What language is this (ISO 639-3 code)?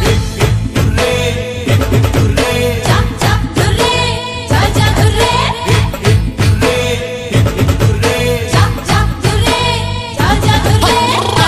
hne